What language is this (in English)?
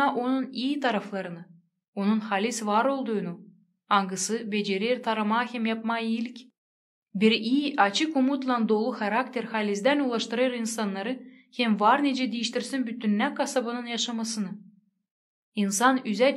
Gagauz